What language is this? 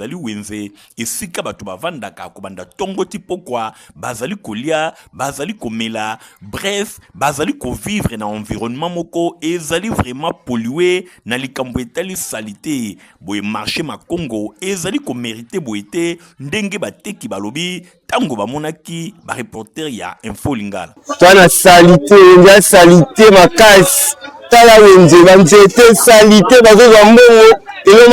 Lingala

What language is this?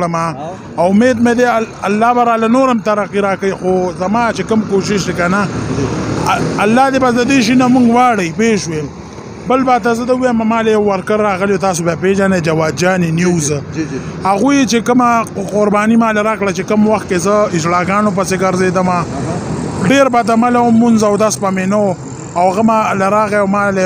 Pashto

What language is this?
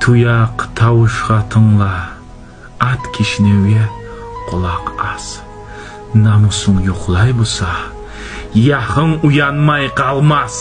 Kumyk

